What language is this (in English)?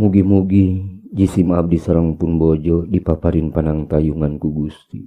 Sundanese